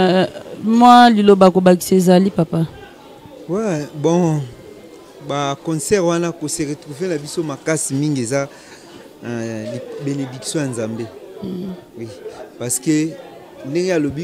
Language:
Lingala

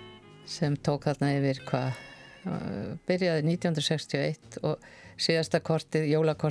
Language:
Icelandic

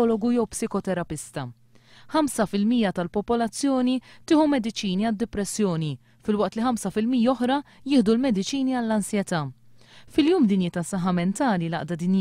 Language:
Maltese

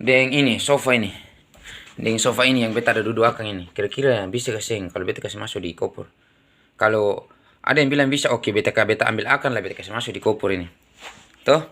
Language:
Ambonese Malay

